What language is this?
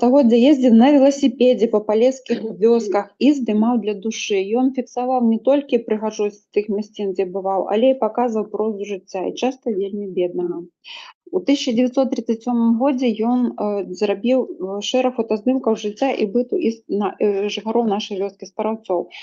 Belarusian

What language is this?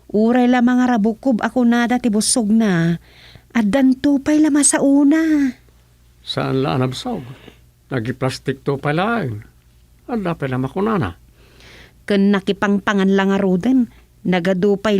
Iloko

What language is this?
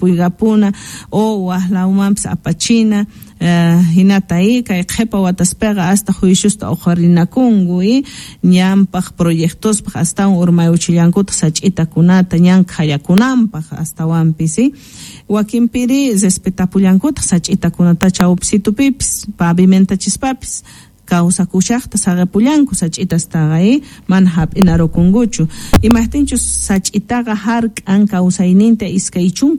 South Bolivian Quechua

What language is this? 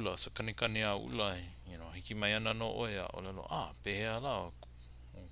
Hawaiian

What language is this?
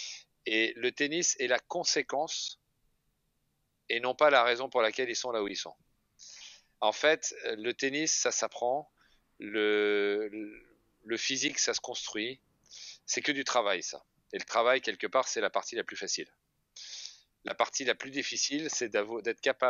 French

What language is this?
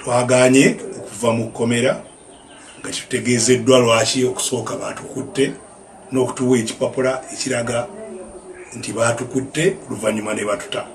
Ganda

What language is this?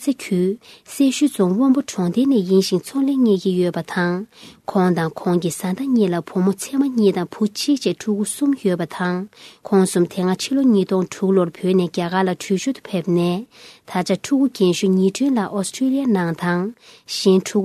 Tibetan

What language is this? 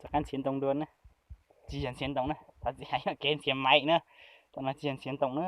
Hmong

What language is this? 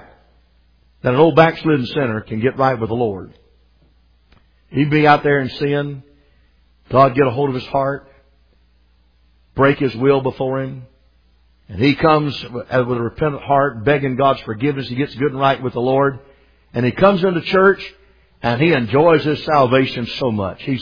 English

